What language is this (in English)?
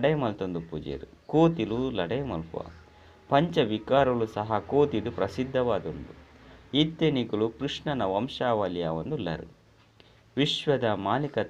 Tulu